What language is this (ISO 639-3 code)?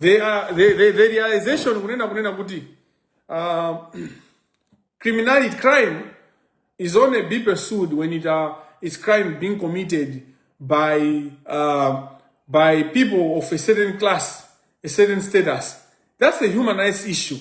nya